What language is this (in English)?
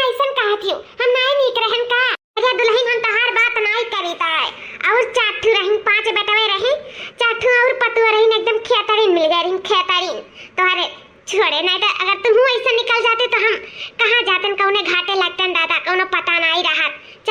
Awadhi